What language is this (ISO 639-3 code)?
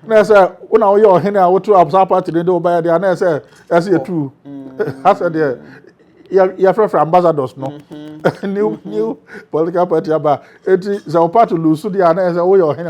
aka